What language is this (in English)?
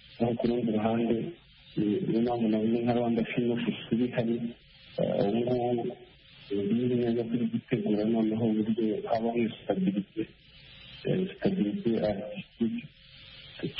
Kinyarwanda